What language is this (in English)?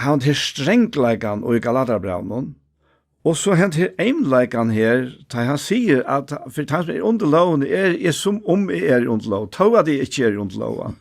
Faroese